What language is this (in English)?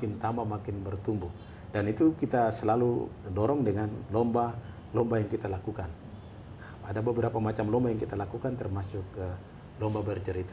Indonesian